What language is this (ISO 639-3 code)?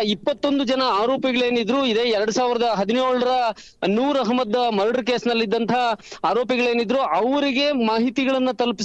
kan